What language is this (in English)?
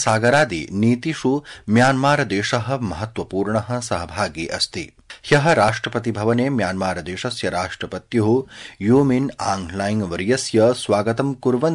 Sanskrit